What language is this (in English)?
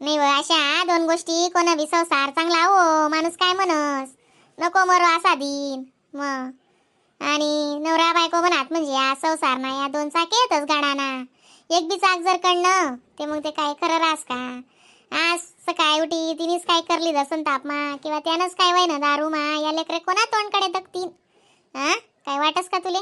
Khandesi